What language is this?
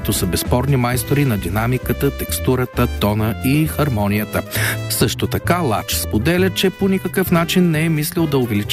Bulgarian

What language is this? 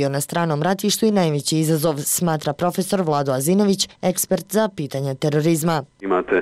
Bosnian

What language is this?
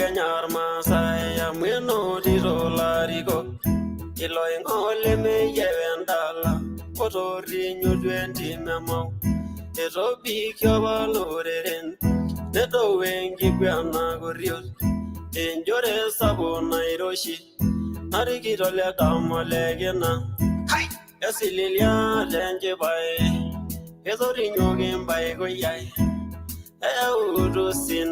Masai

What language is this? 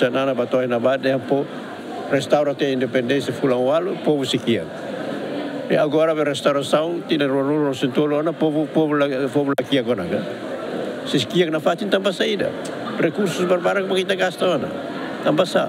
Tetum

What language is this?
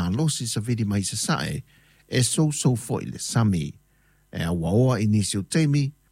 Samoan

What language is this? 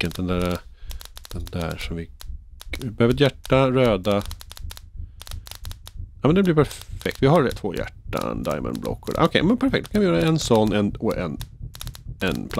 Swedish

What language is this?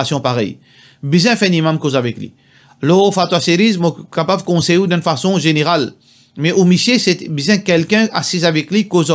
Morisyen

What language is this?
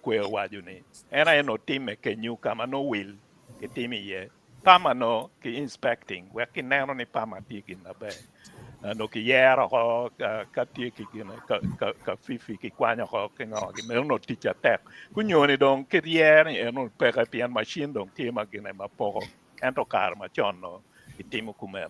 Acoli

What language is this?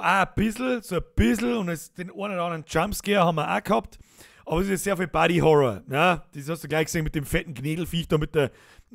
Bavarian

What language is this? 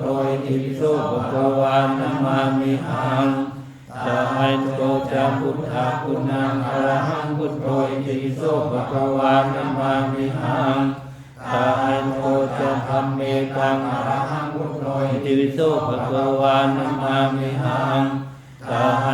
Pali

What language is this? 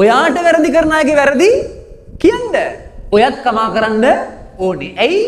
Sinhala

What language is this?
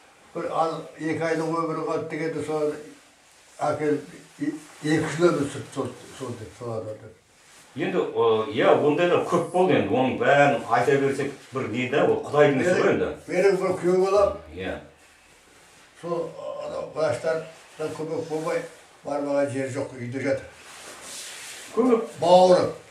Kazakh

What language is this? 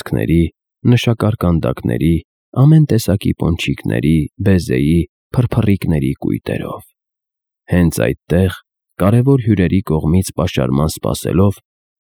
Armenian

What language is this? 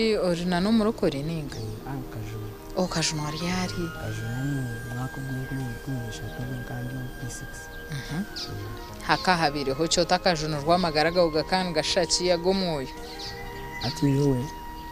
Nyankole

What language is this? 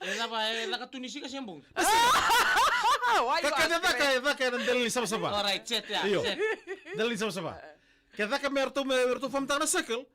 Fijian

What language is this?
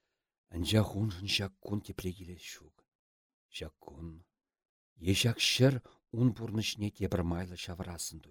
Chuvash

